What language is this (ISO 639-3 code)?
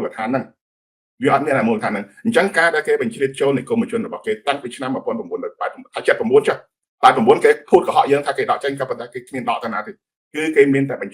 khm